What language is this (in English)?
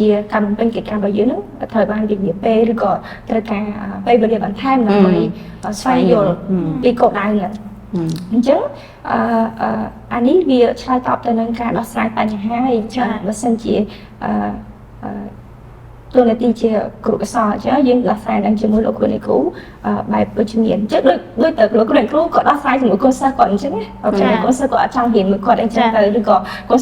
Khmer